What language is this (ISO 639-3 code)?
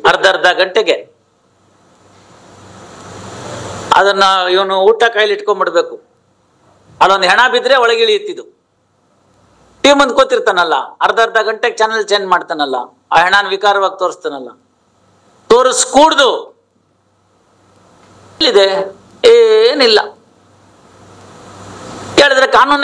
kan